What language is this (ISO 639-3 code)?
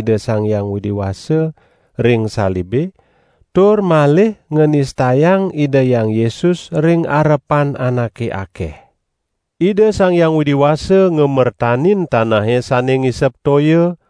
ban